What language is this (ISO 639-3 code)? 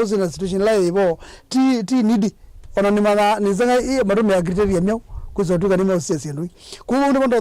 kam